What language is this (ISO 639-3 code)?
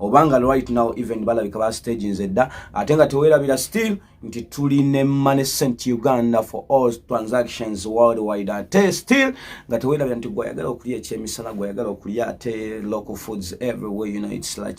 lug